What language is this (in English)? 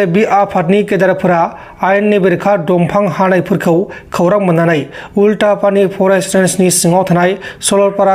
Bodo